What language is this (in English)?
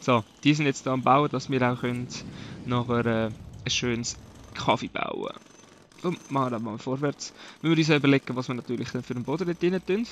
Swiss German